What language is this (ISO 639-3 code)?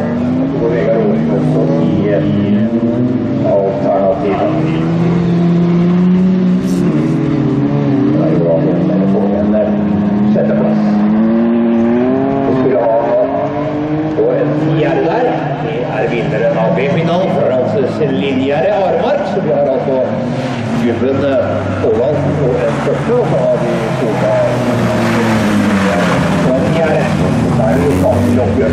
nor